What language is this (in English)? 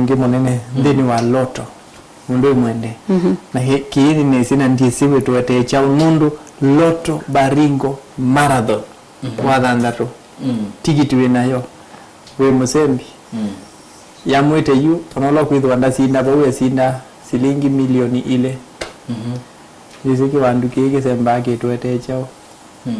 Kamba